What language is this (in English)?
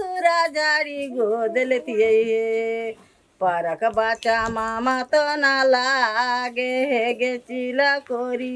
Maithili